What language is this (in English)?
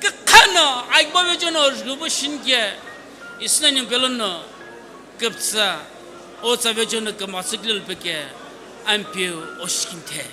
Sumi Naga